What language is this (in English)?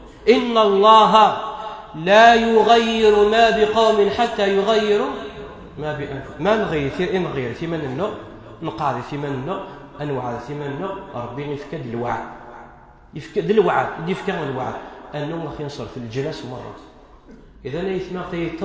Kabyle